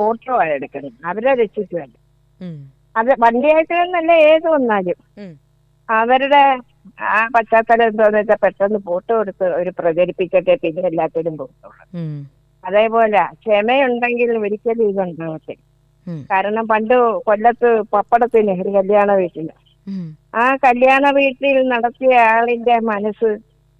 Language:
Malayalam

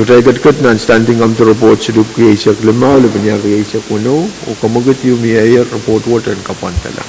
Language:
Pohnpeian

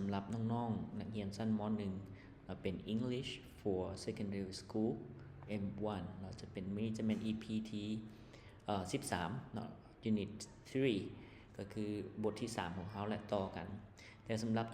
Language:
Lao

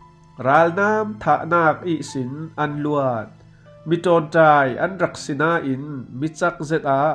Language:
Falam Chin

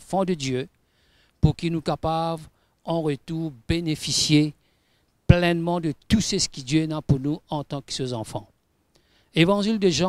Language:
Morisyen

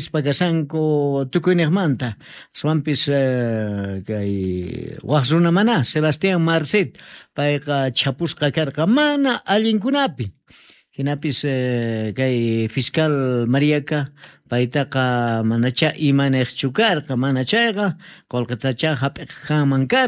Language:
South Bolivian Quechua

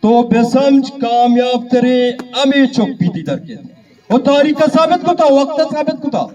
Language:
Eastern Balochi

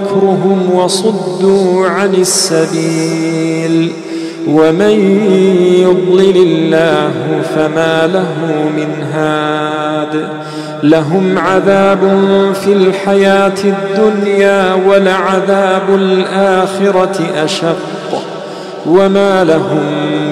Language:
Arabic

